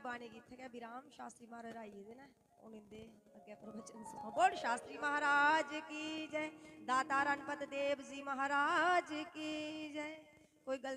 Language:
Dogri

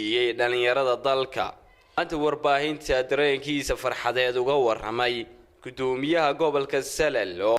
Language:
Somali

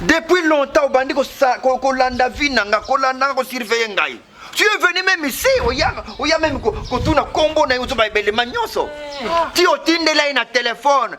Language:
Lingala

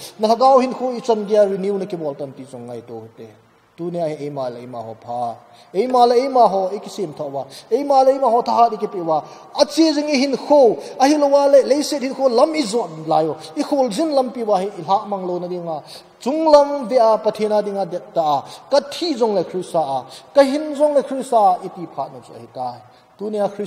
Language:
Thado Chin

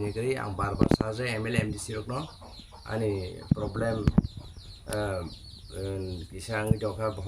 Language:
Kok Borok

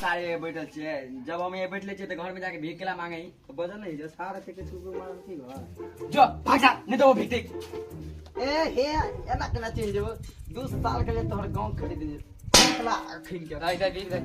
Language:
Maithili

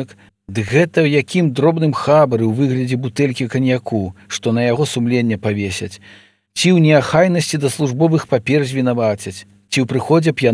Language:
Belarusian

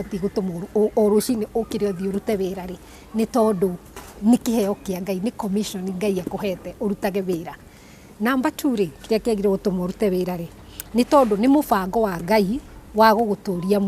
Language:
Kikuyu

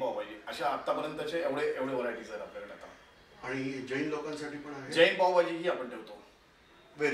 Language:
Marathi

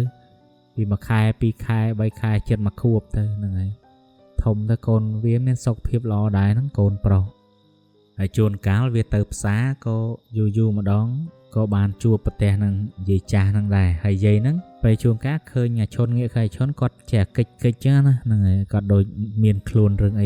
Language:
Khmer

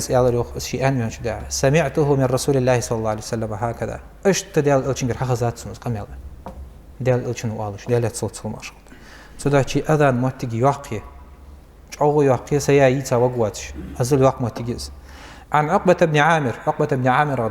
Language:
Ingush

